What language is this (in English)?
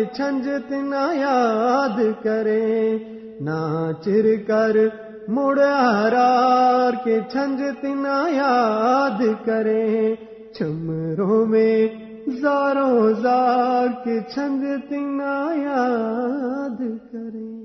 Gujari